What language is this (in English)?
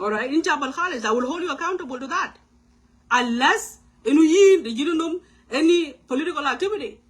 Nuer